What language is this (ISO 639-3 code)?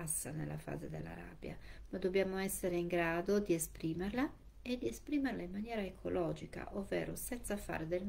ita